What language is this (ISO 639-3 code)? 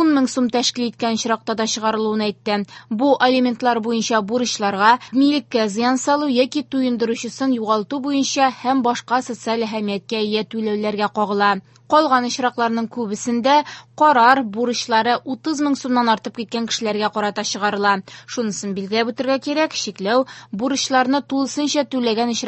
tat